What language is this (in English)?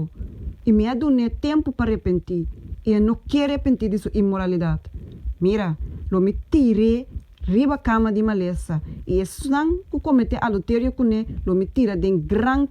Papiamento